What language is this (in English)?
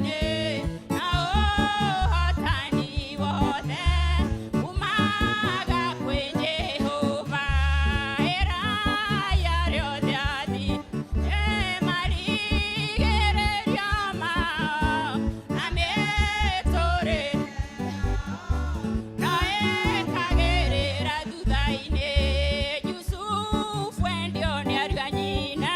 Kikuyu